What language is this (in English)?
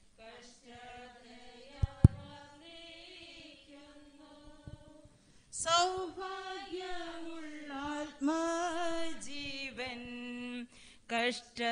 Malayalam